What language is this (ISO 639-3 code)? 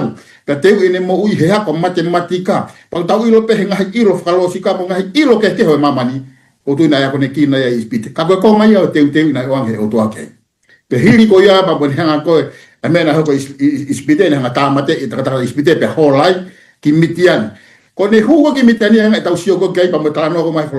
ton